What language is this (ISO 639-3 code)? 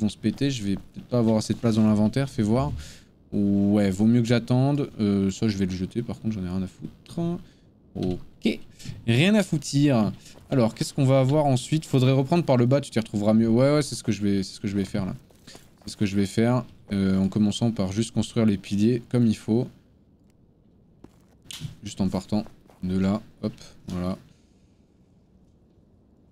fra